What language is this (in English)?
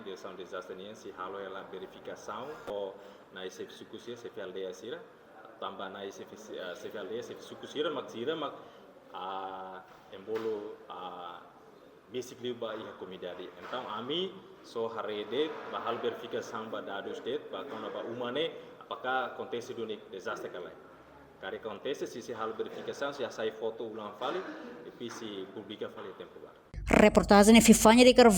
Tetum